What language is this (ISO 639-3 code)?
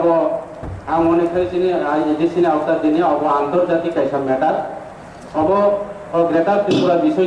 trp